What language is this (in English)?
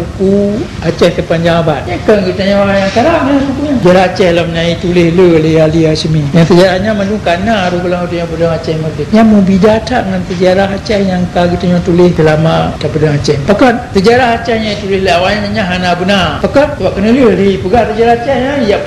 Achinese